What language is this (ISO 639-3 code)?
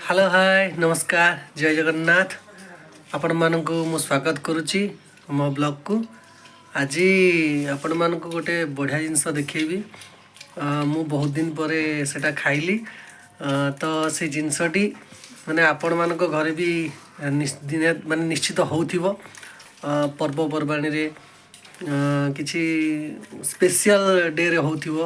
ori